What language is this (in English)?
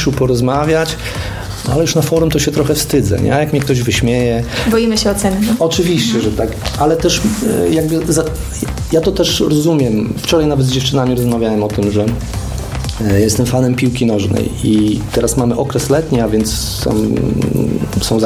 Polish